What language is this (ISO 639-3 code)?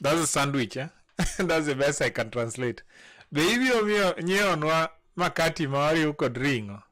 luo